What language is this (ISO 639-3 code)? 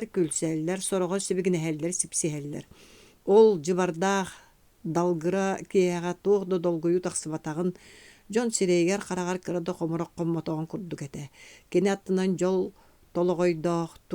sah